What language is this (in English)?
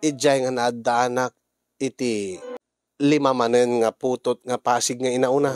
Iloko